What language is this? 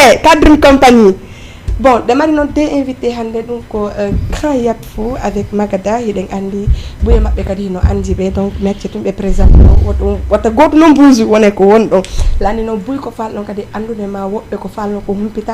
Fula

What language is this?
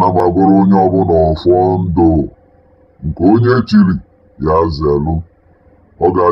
Igbo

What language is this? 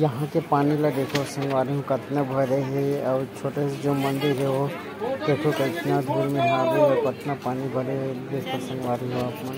Chhattisgarhi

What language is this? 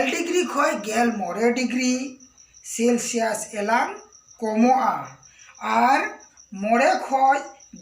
Santali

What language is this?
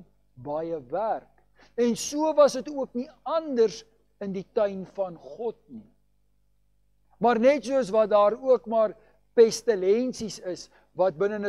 Afrikaans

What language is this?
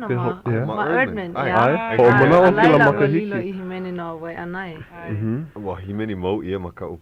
Hawaiian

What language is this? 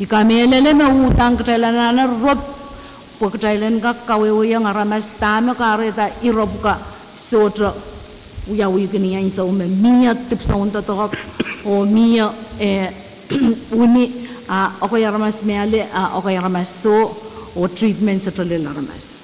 Pohnpeian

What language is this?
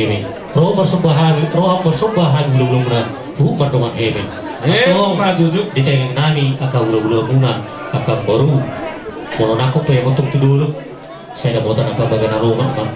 Batak Toba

